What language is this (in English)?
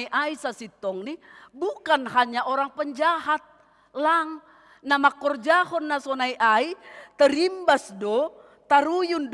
Batak Simalungun